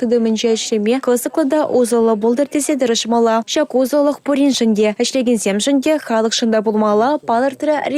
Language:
Chuvash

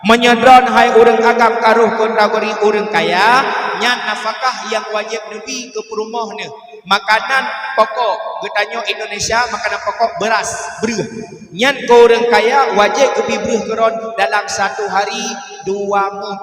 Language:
Achinese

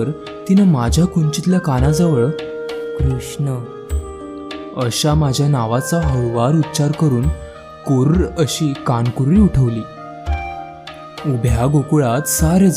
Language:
Marathi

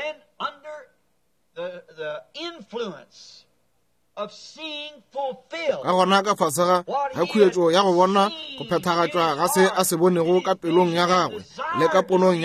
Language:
Northern Sotho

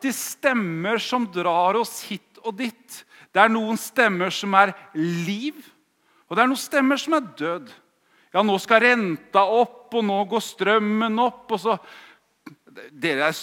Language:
Norwegian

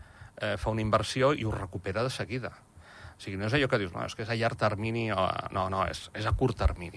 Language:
Catalan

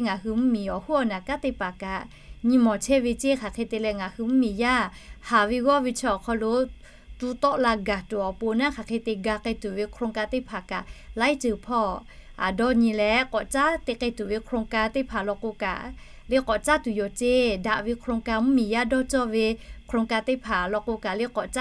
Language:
Lahu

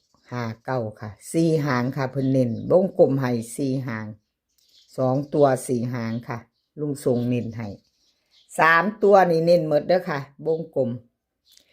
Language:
Northeastern Thai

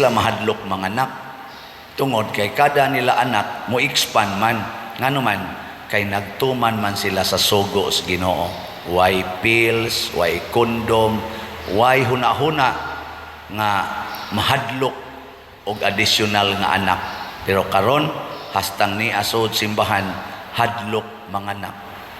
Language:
Cebuano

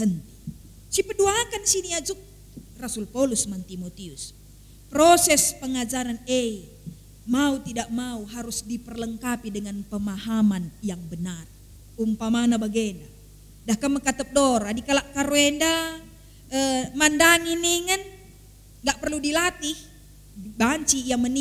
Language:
Batak Karo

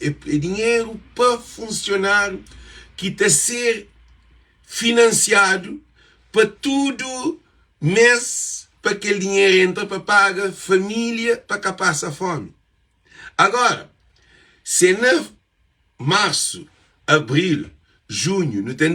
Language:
Kabuverdianu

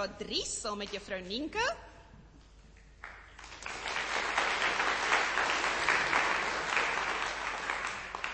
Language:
Afrikaans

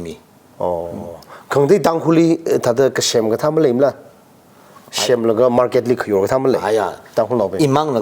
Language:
Tangkhul Naga (India)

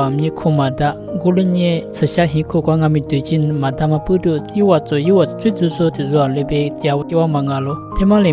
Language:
Lisu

